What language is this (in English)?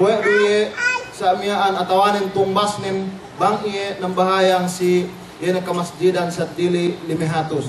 Yakan